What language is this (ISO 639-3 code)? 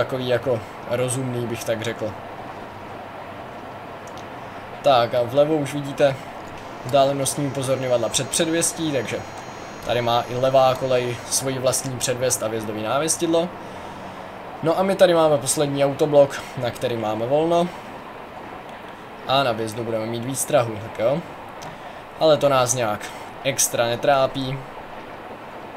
ces